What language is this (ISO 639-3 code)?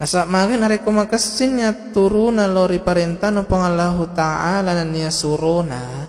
bug